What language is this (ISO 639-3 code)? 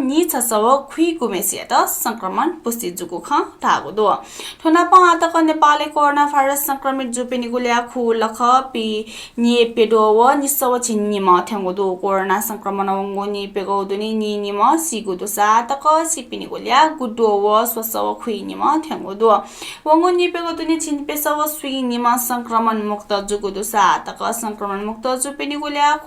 new